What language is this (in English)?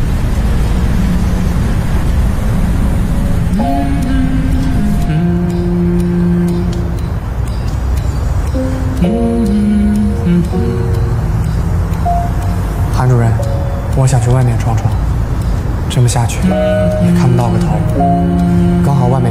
Chinese